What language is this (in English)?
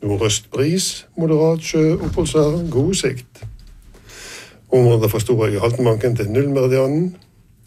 Norwegian